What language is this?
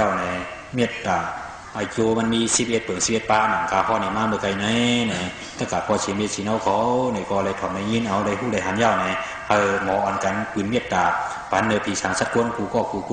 Shan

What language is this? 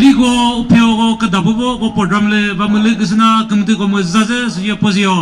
Chokri Naga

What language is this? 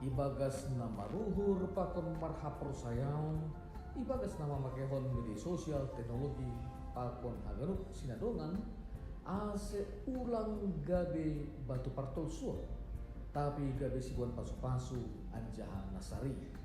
Batak Simalungun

